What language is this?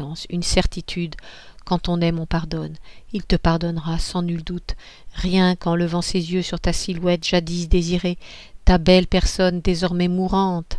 French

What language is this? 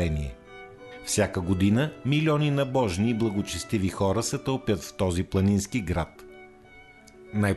Bulgarian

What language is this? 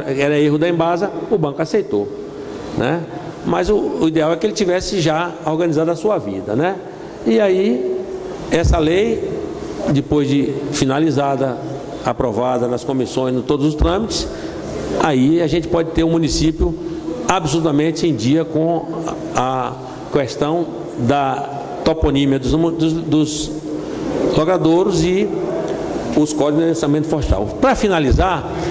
Portuguese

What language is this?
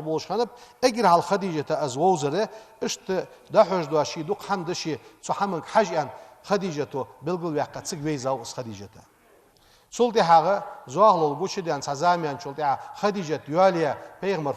Ingush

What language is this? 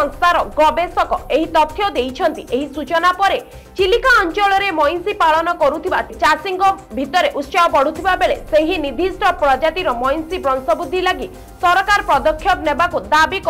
Odia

